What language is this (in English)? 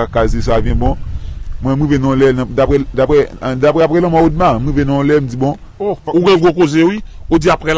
Haitian Creole